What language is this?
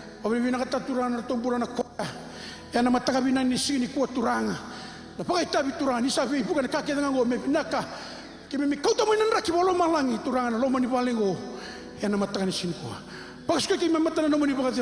Fijian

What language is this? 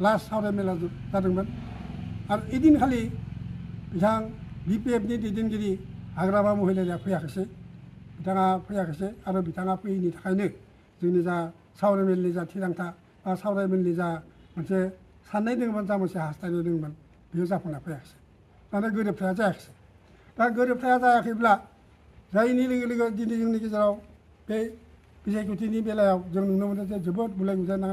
Bodo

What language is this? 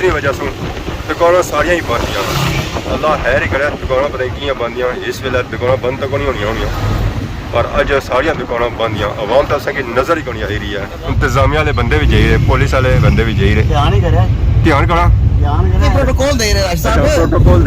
Pahari-Potwari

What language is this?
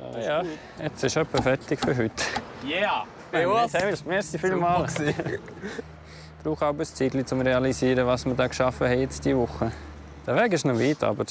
Swiss German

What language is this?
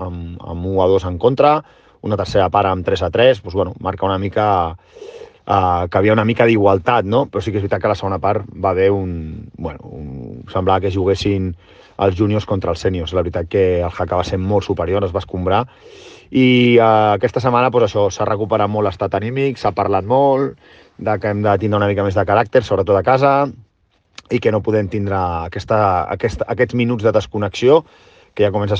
Catalan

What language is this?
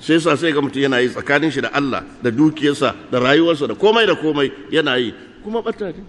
Hausa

